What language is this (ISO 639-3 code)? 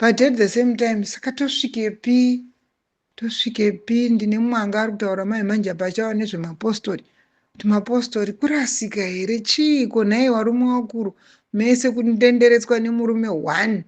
sna